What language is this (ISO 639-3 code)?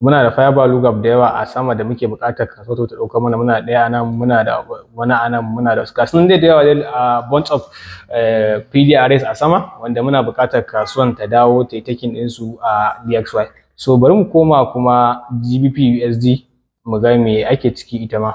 hau